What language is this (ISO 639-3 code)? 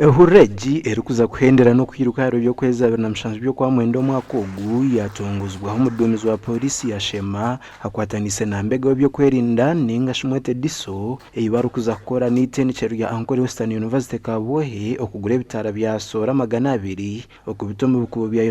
nyn